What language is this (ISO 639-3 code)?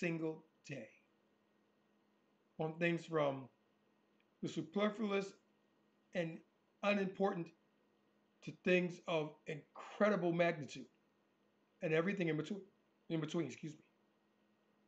eng